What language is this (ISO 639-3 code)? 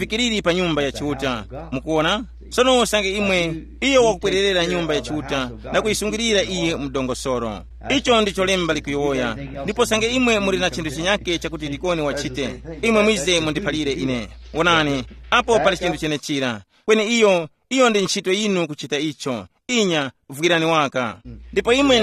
tum